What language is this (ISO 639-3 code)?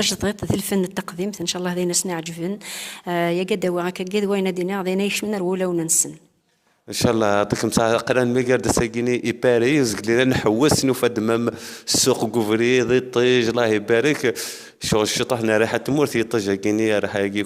kab